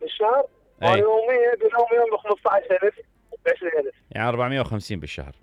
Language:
Mesopotamian Arabic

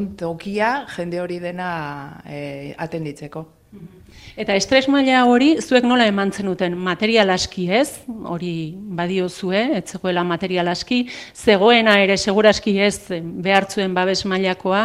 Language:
Basque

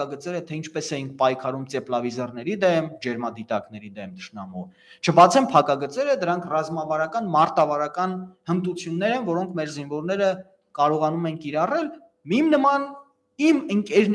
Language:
Armenian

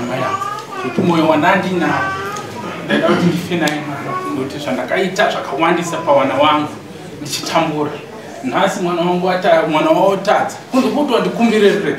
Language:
Shona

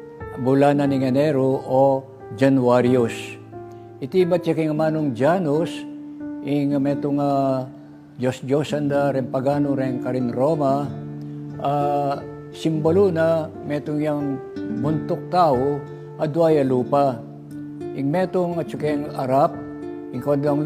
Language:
Pampanga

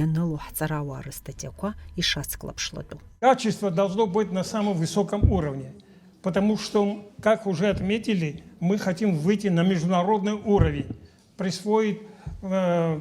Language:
Abkhazian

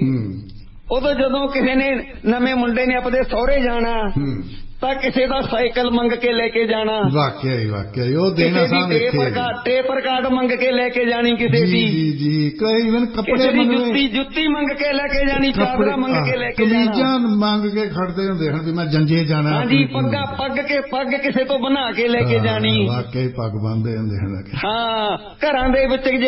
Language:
Punjabi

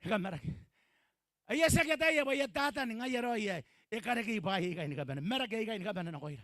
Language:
Gilbertese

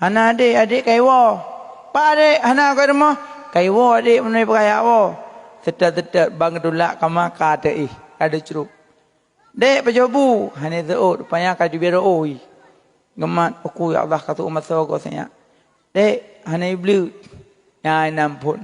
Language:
Achinese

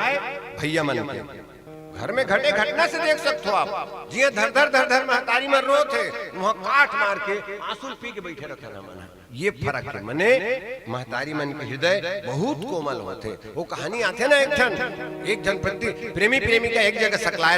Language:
Chhattisgarhi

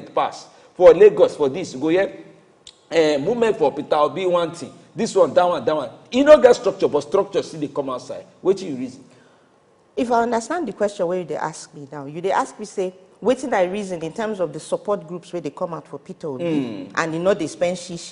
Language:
Nigerian Pidgin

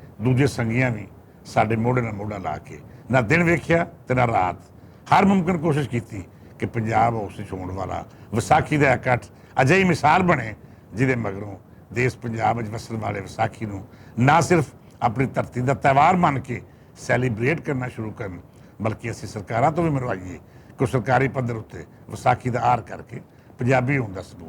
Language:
Western Panjabi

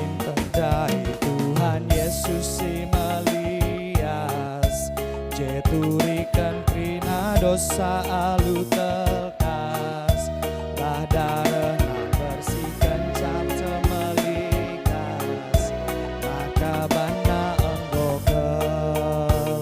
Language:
Batak Karo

